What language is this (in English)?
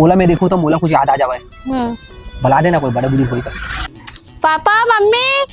Chhattisgarhi